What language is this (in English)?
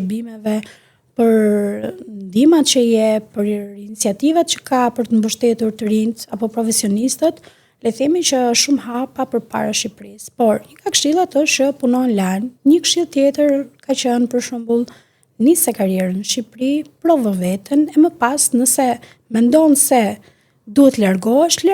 Albanian